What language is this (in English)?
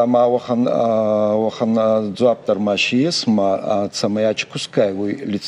Ossetic